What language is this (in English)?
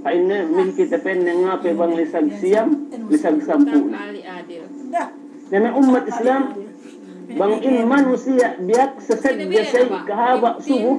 Yakan